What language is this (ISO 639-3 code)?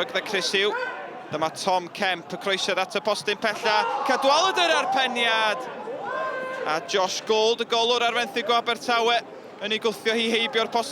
cym